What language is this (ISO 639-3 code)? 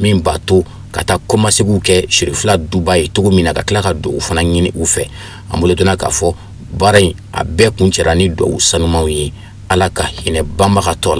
bam